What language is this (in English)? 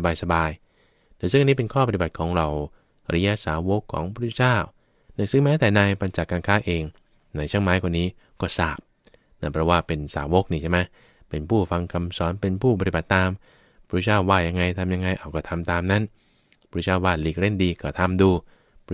Thai